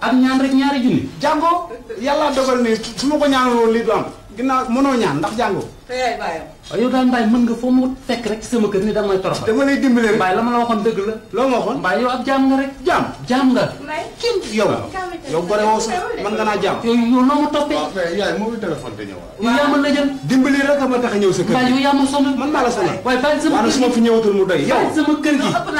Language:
Wolof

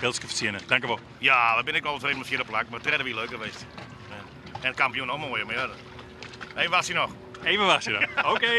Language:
Western Frisian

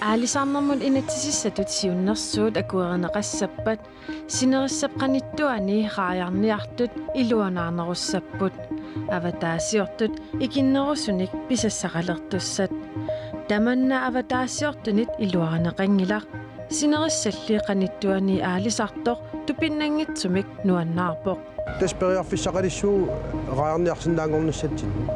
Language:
Kalaallisut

